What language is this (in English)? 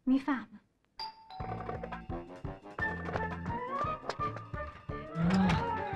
Persian